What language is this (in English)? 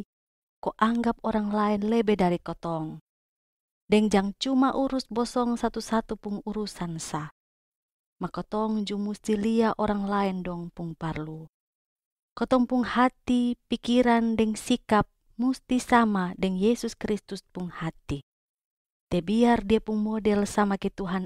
Kupang Malay